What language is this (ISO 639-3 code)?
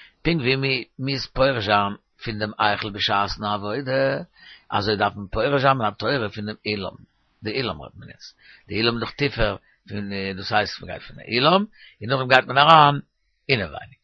yid